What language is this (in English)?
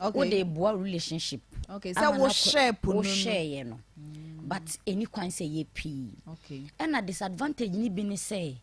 Akan